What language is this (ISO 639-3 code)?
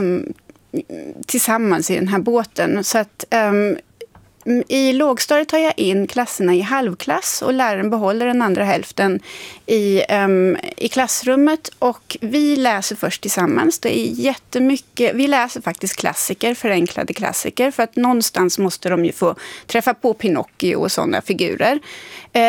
swe